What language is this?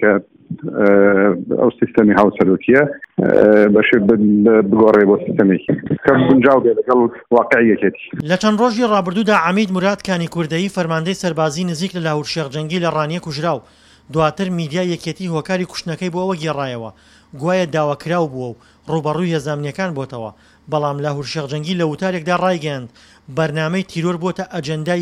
Central Kurdish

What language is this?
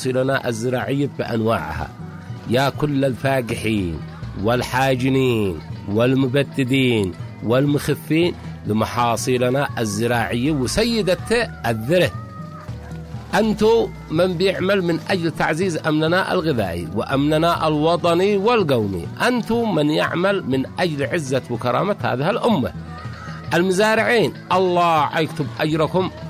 Arabic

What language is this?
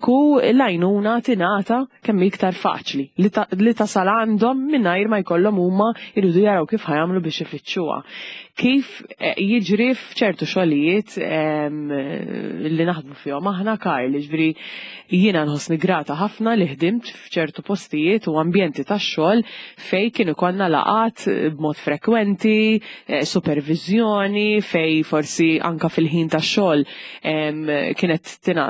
Maltese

